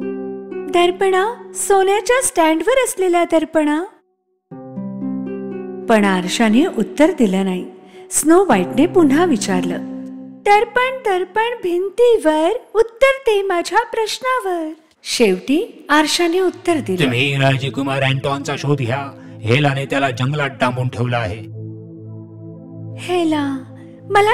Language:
Marathi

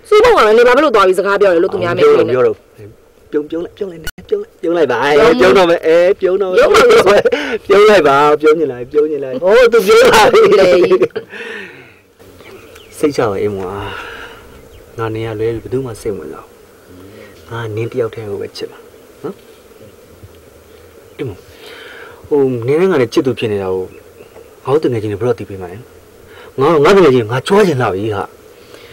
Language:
Burmese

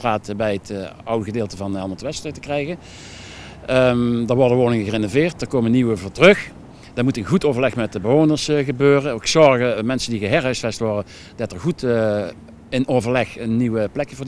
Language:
Dutch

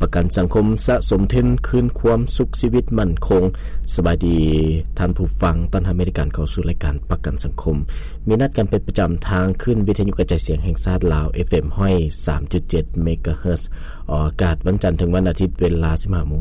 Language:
Lao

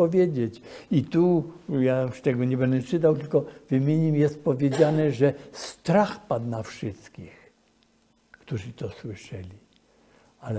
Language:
Polish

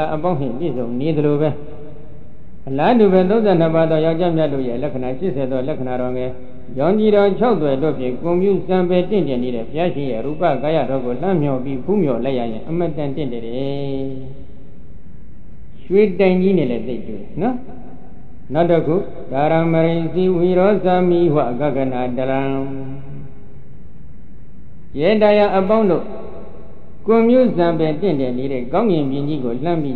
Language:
Burmese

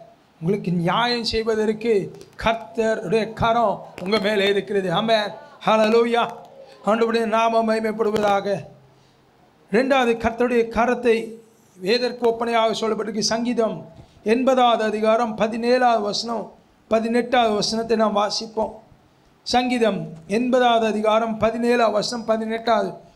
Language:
Tamil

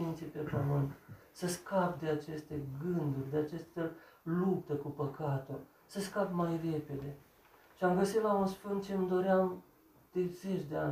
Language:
Romanian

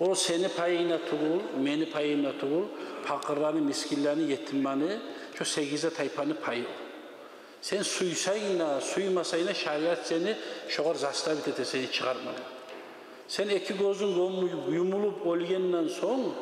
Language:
Kumyk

